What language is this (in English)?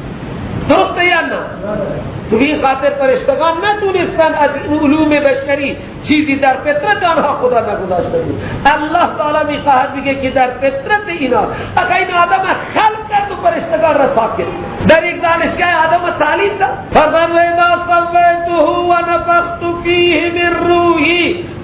Persian